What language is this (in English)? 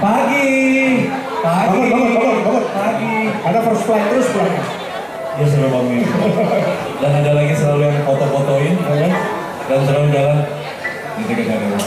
Indonesian